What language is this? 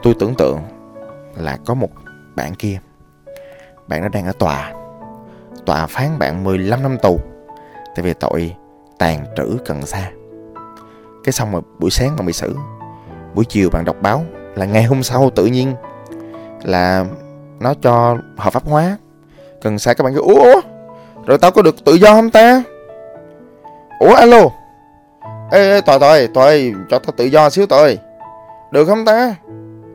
Vietnamese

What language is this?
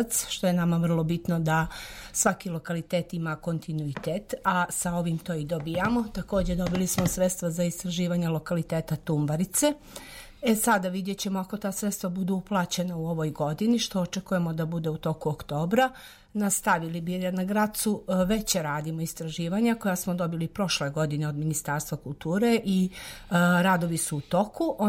Serbian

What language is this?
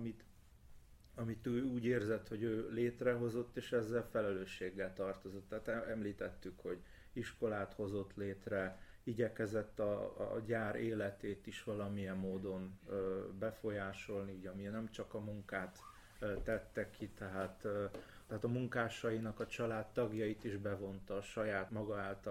Hungarian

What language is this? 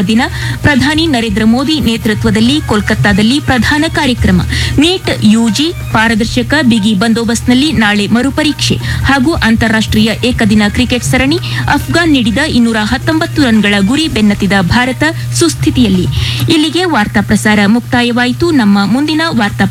Kannada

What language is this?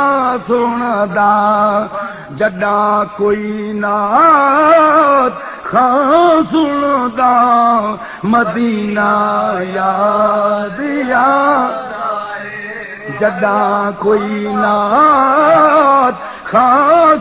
Saraiki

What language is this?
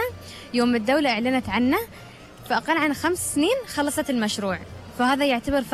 Gulf Arabic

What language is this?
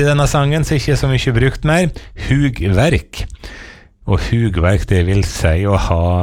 Norwegian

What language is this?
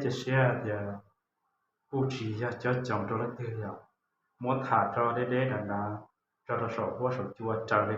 Hmong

